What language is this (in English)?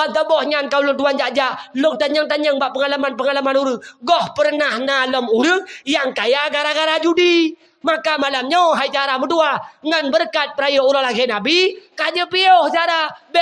Achinese